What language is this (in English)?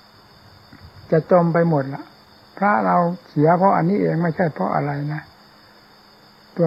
Thai